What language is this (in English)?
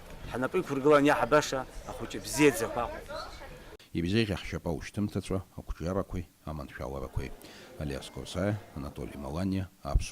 Abkhazian